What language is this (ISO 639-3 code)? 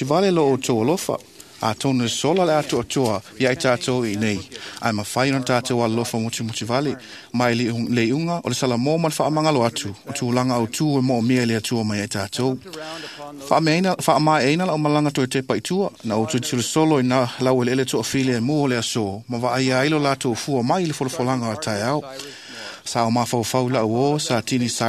smo